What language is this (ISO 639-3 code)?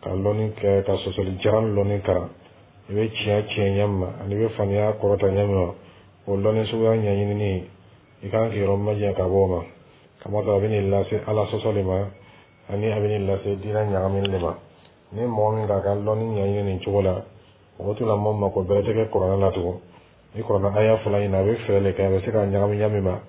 dyu